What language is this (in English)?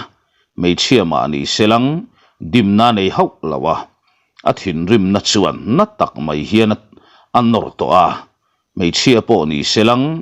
Mizo